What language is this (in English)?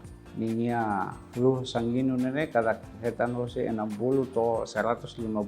Tetum